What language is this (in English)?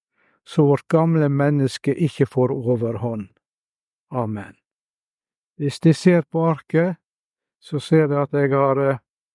Norwegian